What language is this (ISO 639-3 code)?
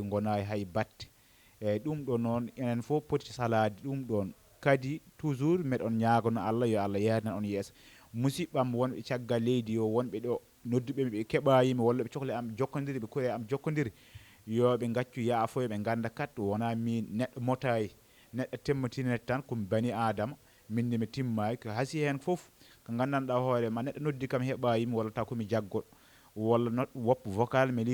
ful